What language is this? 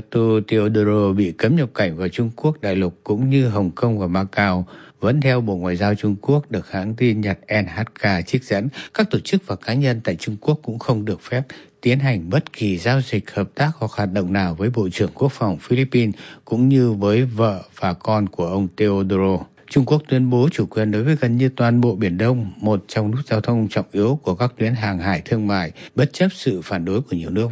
Vietnamese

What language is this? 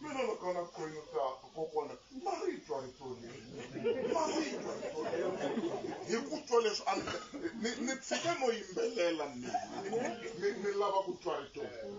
Tsonga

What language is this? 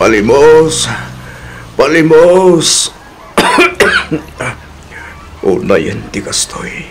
Iloko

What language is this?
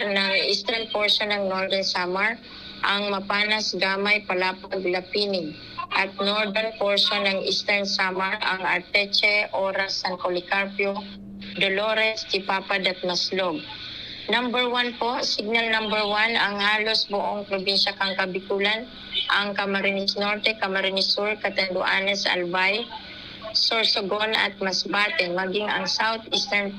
Bikol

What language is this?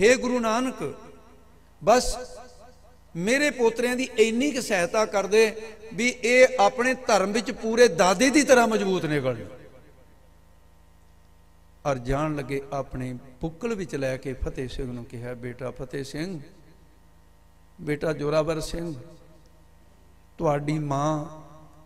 Punjabi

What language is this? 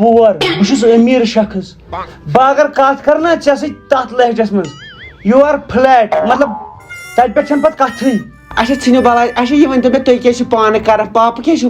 Kashmiri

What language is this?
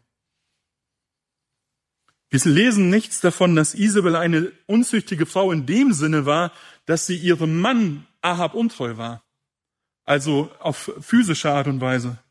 German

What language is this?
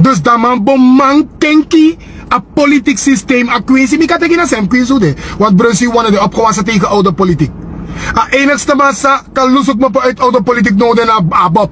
Sranan Tongo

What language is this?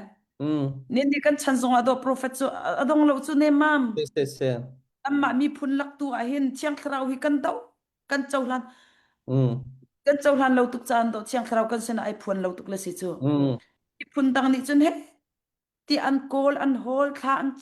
Hakha Chin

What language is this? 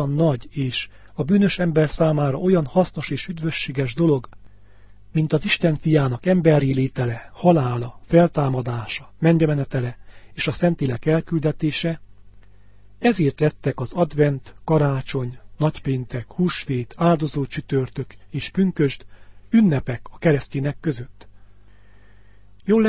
Hungarian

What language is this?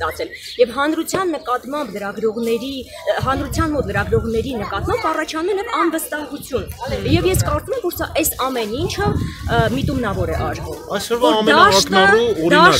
Armenian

